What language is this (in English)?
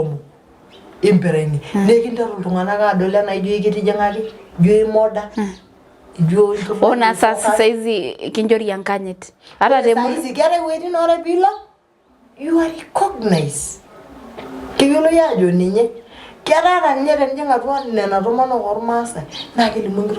Masai